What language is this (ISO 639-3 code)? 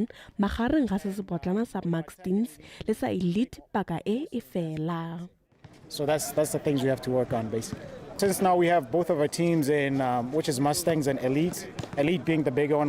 tsn